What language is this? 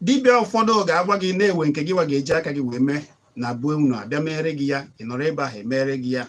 Igbo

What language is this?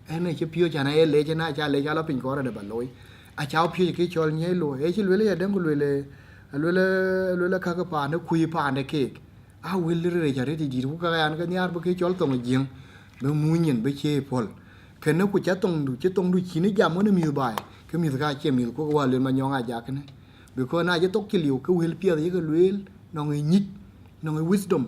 Dinka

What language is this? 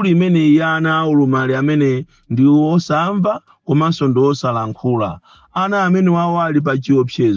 Nyanja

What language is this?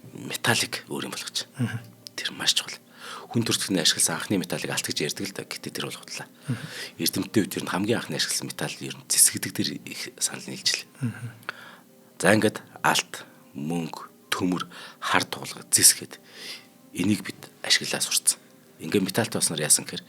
Mongolian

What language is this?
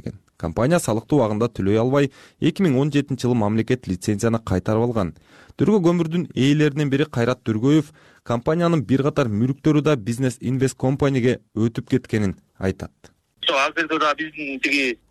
Kyrgyz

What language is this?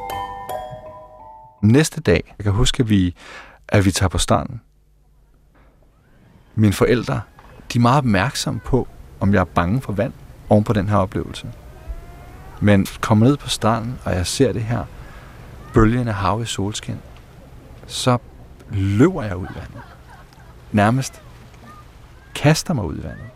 Danish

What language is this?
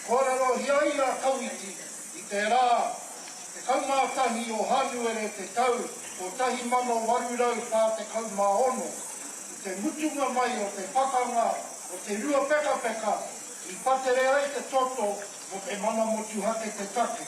Māori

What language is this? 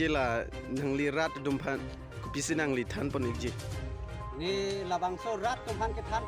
Karbi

